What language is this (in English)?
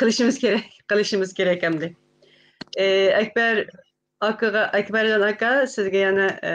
Uyghur